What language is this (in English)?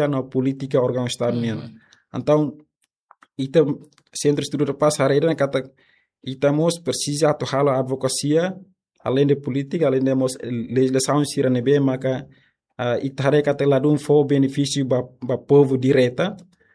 Tetum